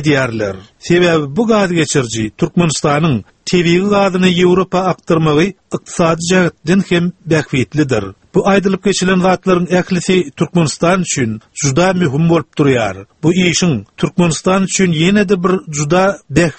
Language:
Turkmen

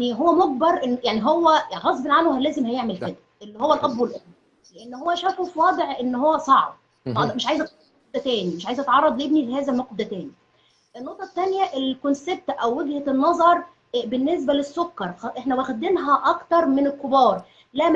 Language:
Egyptian Arabic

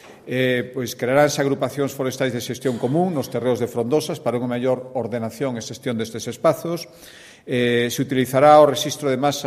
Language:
Galician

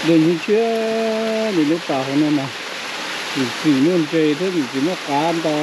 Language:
Hmong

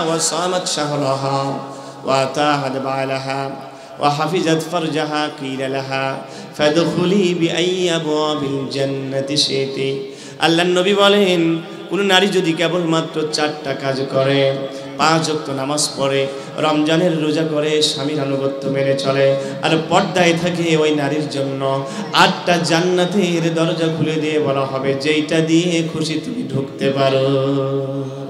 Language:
Bangla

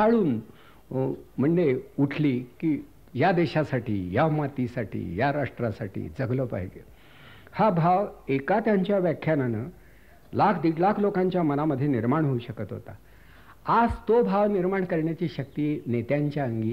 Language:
Marathi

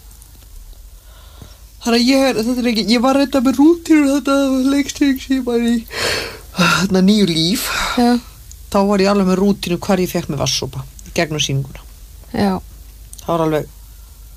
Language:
Icelandic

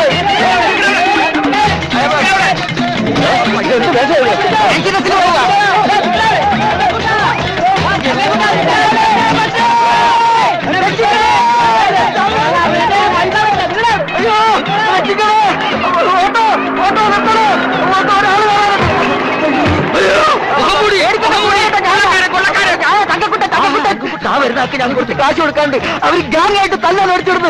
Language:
Malayalam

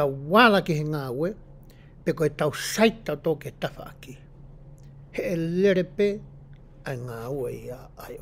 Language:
Tongan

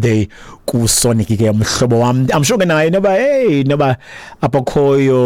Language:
Xhosa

